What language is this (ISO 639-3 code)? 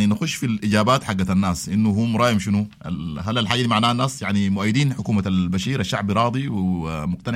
apd